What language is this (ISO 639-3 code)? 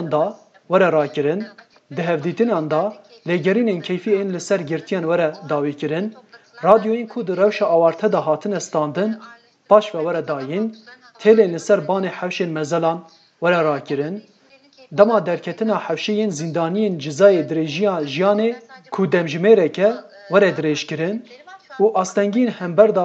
kur